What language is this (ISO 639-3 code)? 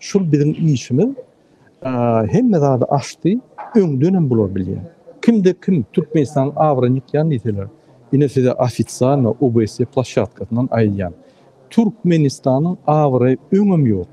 tuk